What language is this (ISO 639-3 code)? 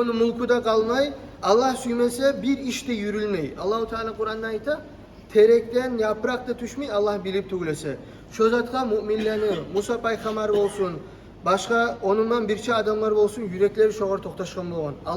kum